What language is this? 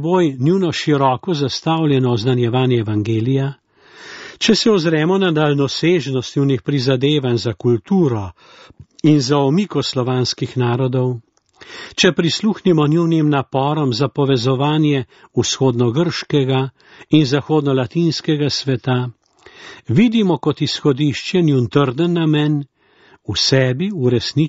Slovenian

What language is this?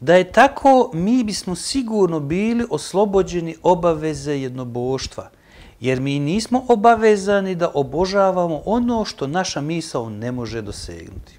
Bosnian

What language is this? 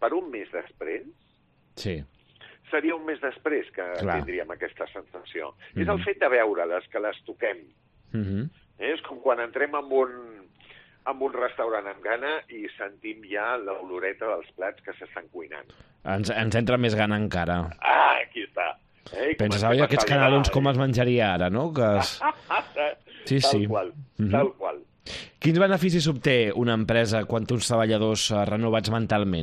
Catalan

